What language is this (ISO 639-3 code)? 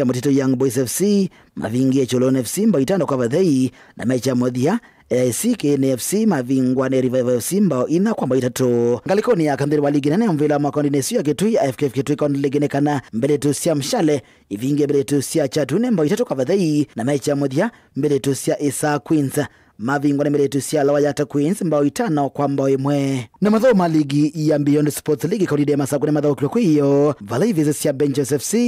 kam